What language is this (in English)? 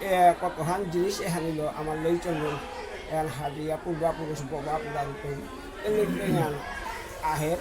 Bishnupriya